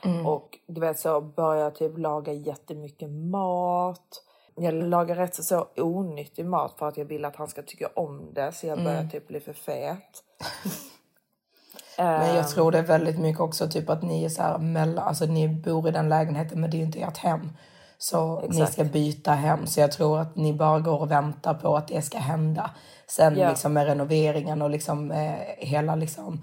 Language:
Swedish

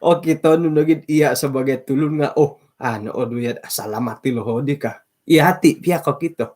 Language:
Central Dusun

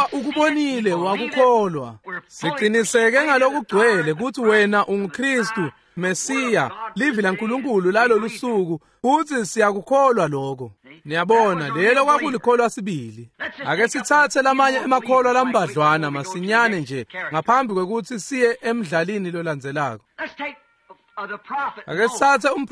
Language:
Swati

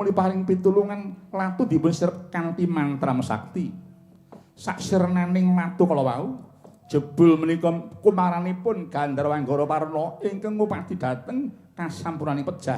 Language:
Javanese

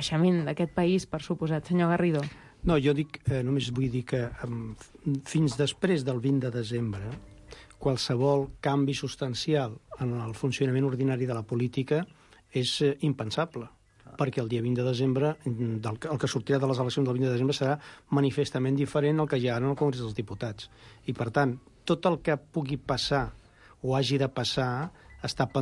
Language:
Catalan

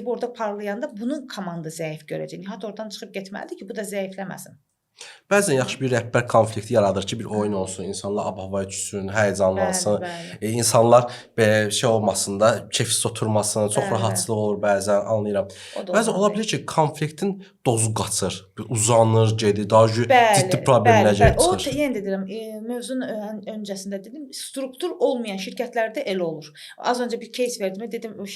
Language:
Azerbaijani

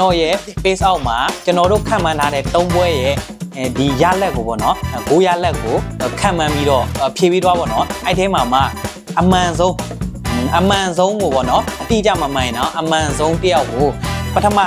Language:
Burmese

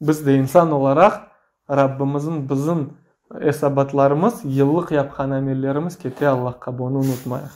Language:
Crimean Tatar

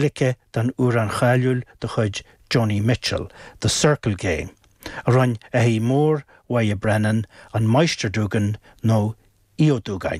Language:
Irish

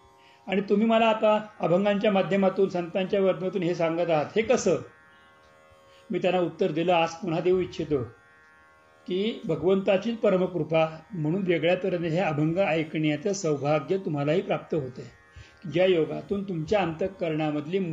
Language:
Marathi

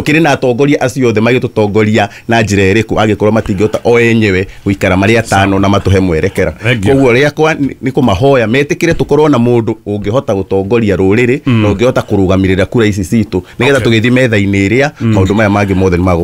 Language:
Kikuyu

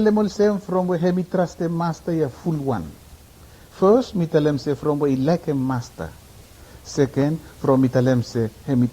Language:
Bislama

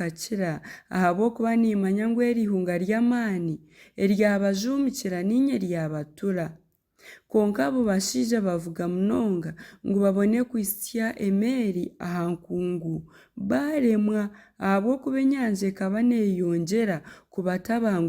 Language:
Nyankole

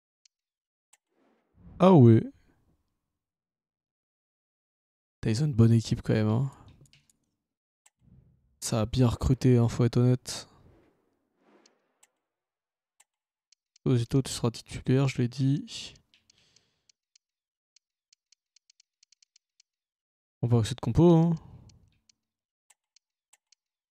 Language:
French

